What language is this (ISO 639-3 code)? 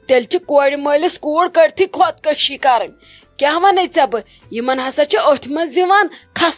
kas